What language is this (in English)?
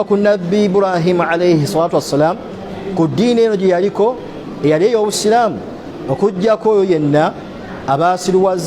Ganda